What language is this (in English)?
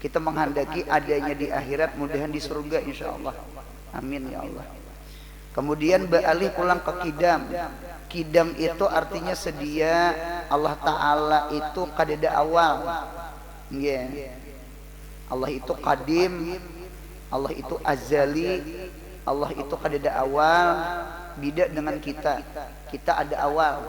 Banjar